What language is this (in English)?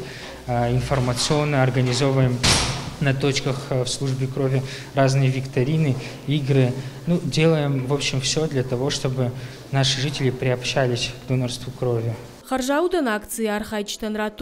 Ossetic